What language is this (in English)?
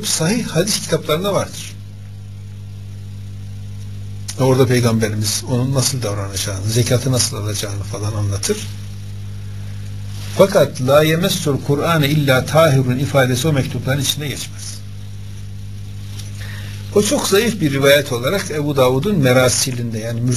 Turkish